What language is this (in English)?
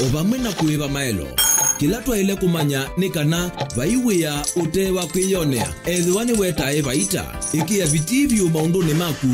Kamba